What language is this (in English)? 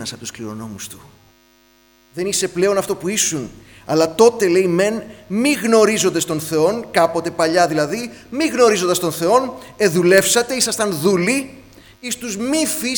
Greek